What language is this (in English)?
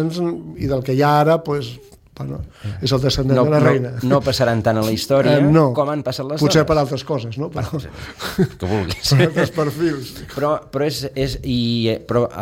Catalan